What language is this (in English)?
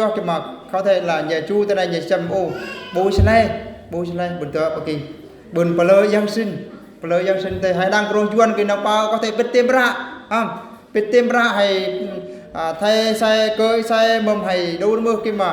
Eastern Bru